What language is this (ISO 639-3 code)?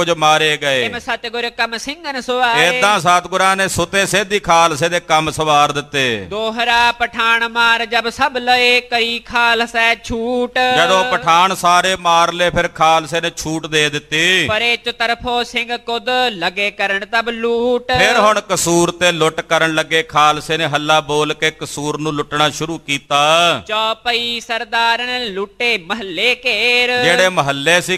pan